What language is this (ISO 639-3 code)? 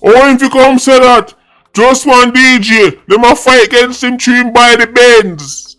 jam